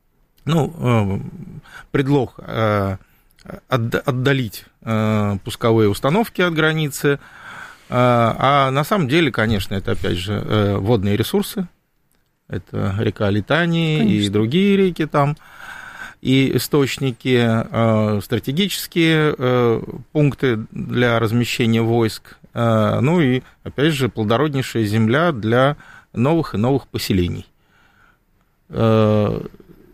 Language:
Russian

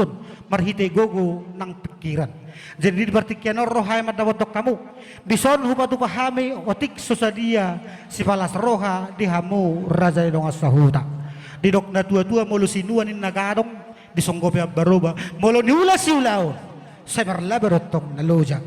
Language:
Batak Toba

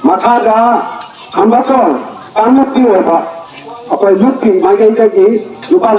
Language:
Manipuri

